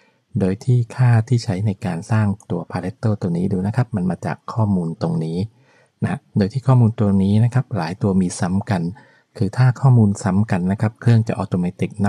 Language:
Thai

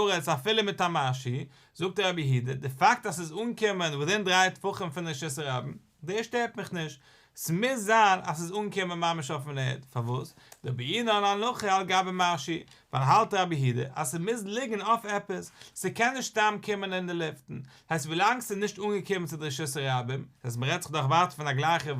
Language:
Yiddish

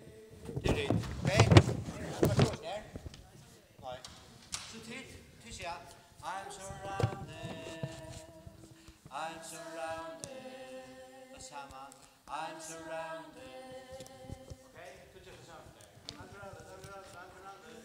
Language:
Faroese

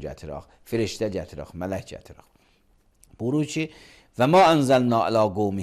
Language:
Azerbaijani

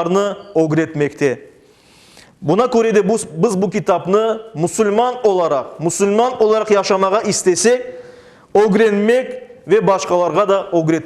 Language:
Crimean Tatar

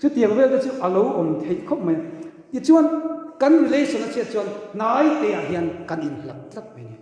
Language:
Mizo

